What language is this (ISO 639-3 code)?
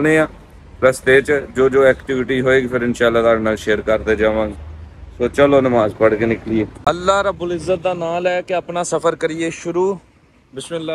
pan